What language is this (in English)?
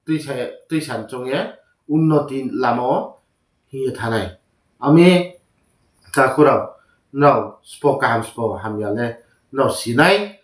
Riang (India)